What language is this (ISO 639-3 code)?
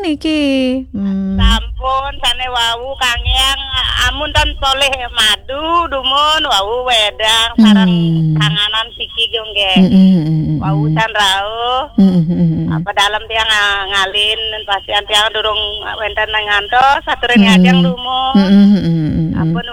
ban